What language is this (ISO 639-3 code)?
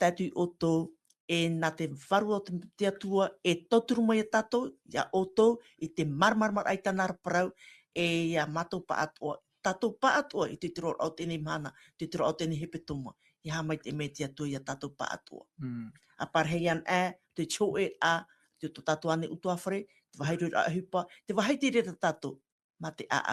tah